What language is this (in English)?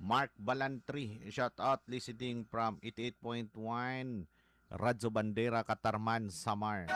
Cebuano